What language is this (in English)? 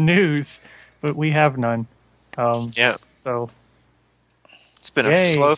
English